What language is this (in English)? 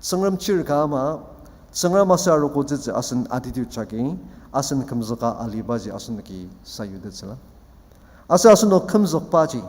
Ao Naga